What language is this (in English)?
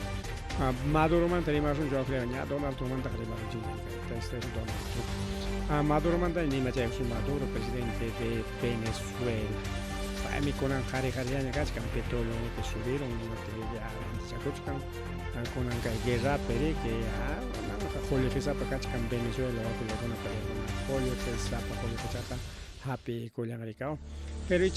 Ayacucho Quechua